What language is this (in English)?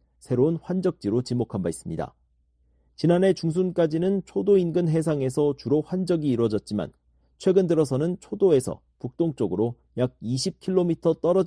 Korean